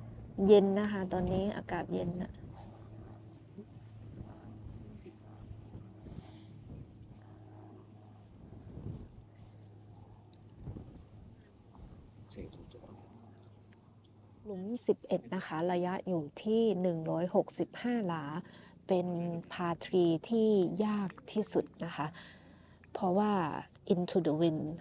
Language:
Thai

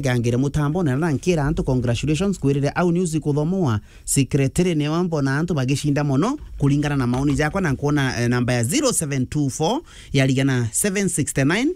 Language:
Meru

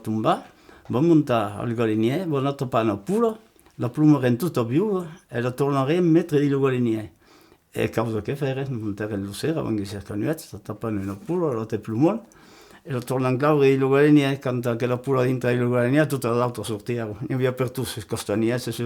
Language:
Occitan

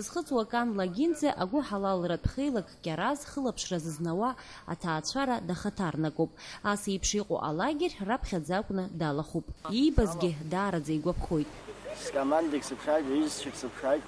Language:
Abkhazian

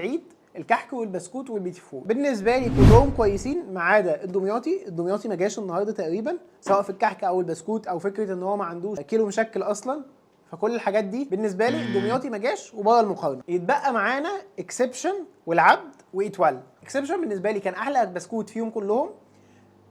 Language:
Egyptian Arabic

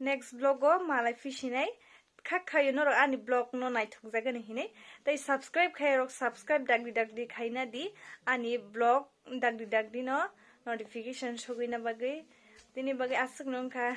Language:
Kok Borok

